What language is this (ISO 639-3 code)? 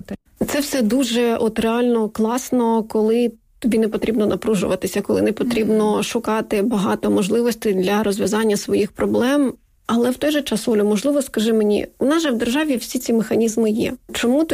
ukr